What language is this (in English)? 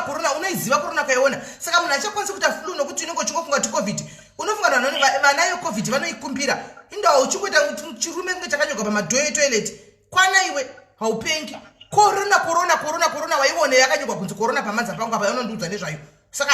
Shona